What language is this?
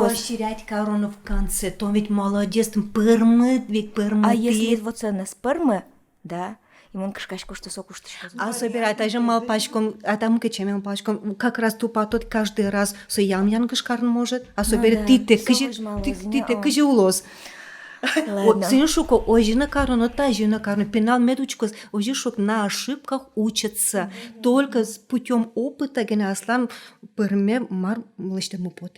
Udmurt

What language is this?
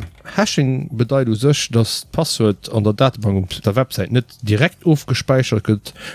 Luxembourgish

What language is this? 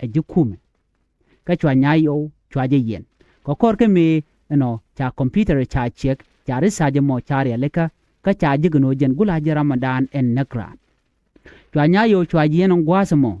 Nuer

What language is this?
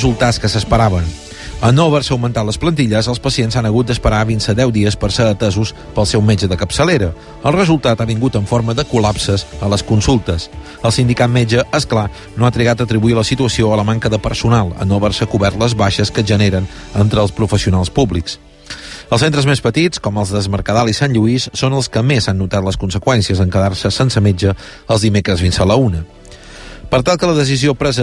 Catalan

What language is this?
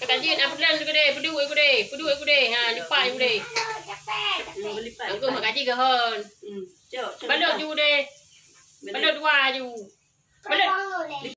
Achinese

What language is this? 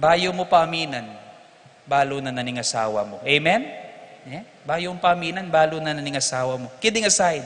Pampanga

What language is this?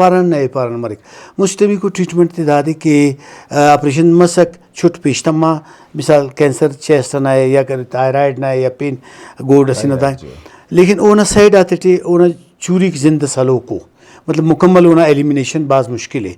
Brahui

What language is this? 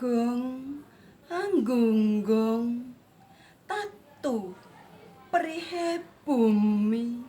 Javanese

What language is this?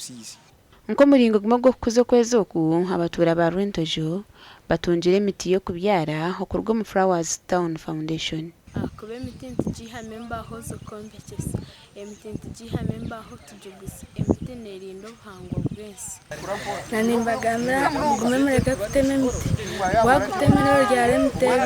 Nyankole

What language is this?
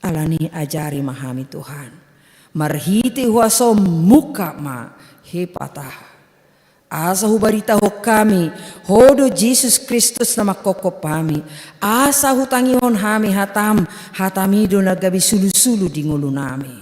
Batak Toba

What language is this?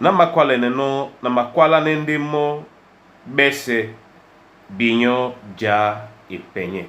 Duala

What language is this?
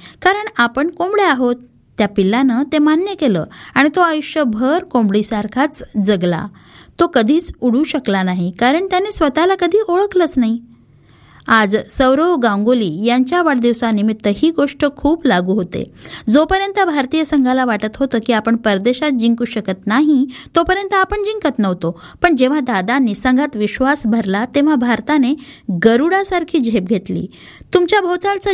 Marathi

